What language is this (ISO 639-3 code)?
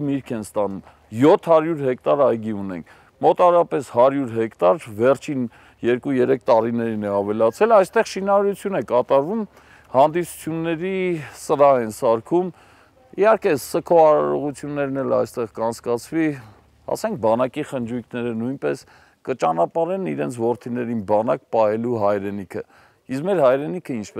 hye